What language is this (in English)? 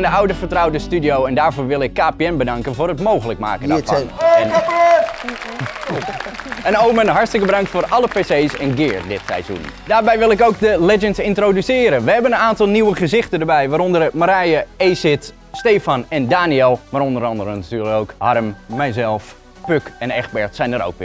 Dutch